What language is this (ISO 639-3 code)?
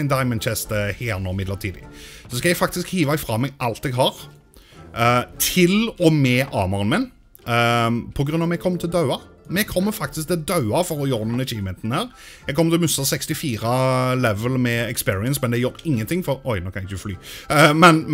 nor